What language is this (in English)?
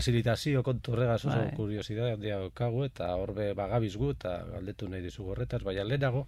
Basque